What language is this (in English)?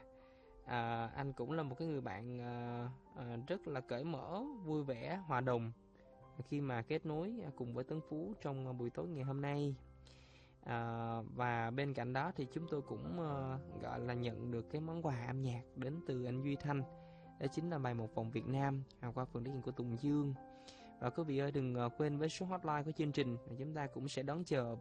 Vietnamese